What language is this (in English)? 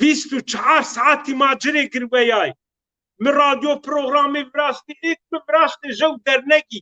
Zaza